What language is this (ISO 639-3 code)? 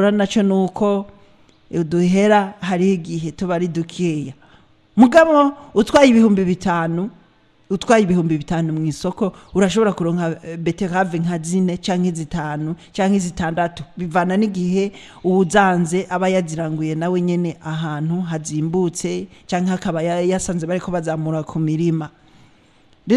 run